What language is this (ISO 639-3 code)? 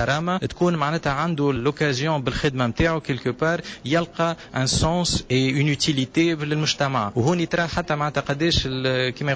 aeb